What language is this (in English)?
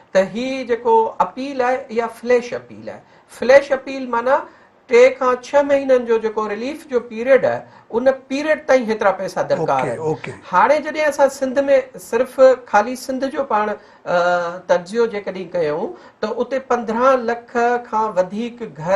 Sindhi